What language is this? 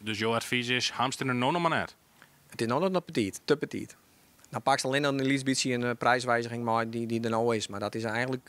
Western Frisian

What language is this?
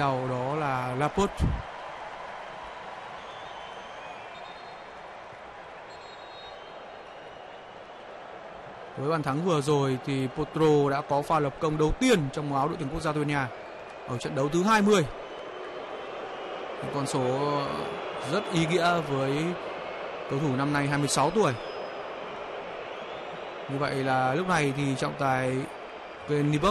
Vietnamese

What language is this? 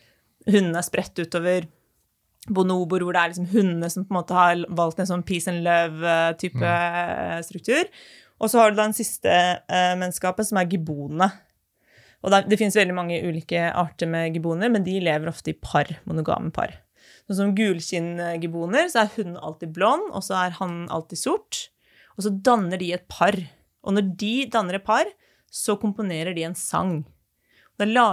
Norwegian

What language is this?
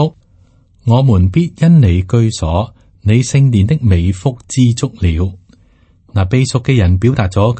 Cantonese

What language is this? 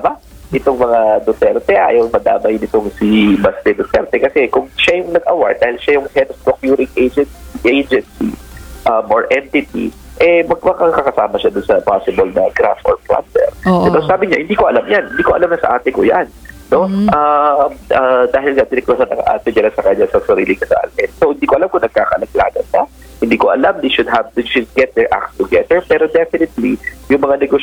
Filipino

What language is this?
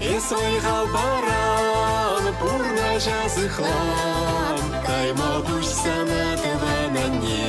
Chuvash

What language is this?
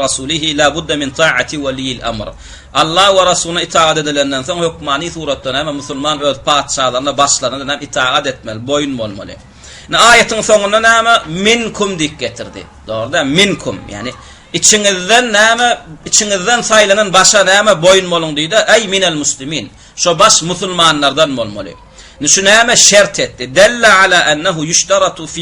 Turkmen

